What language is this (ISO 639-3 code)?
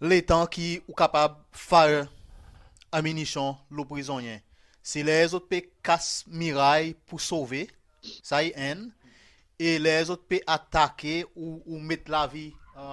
crs